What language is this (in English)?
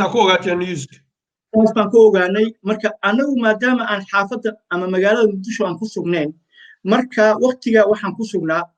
Somali